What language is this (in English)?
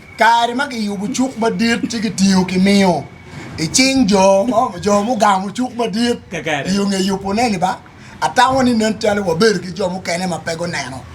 Acoli